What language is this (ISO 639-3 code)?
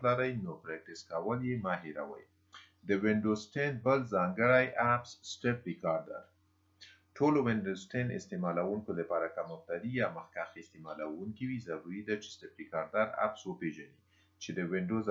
pus